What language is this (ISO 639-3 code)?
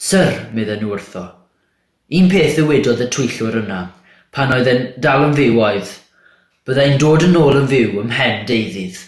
cym